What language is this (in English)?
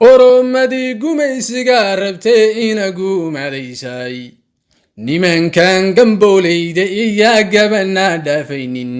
Somali